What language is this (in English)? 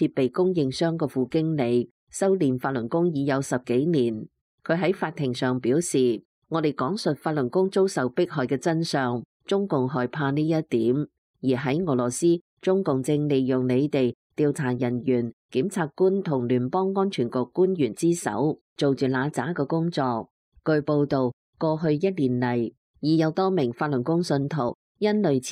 Cantonese